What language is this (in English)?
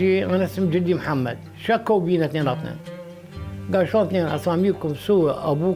Mesopotamian Arabic